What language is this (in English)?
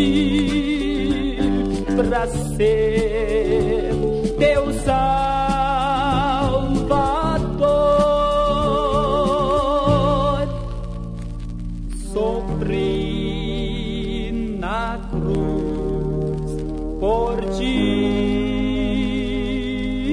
Portuguese